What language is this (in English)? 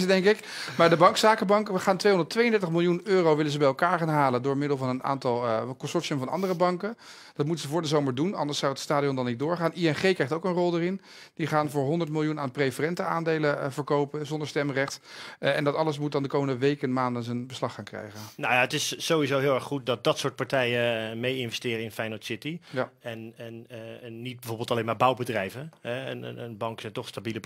Dutch